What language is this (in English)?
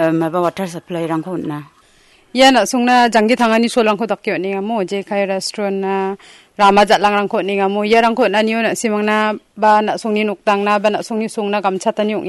Garo